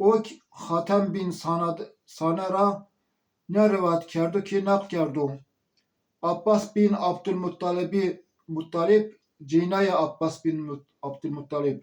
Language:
Zaza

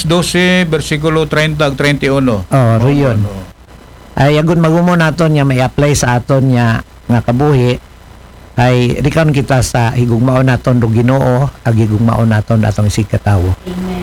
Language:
Aklanon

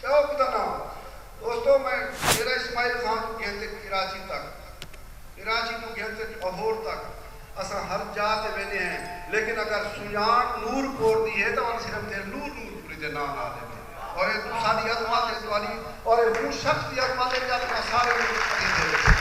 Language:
Saraiki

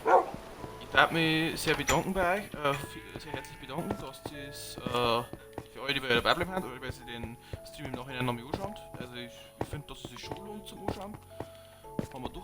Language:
Bavarian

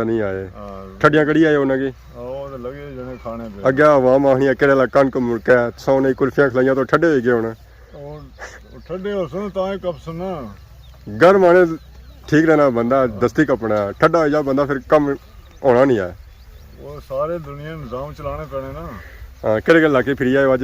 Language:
Pahari-Potwari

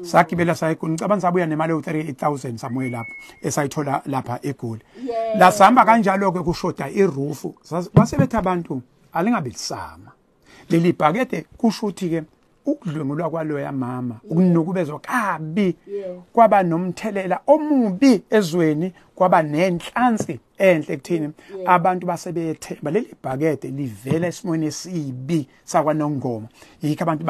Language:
Zulu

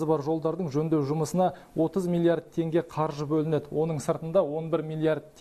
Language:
Kazakh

